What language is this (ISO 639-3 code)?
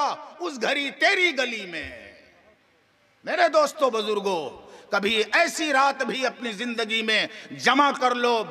urd